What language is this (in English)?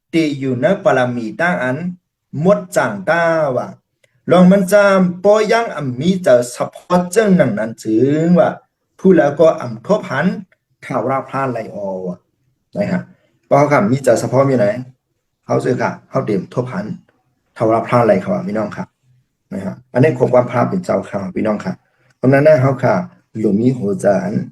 Shan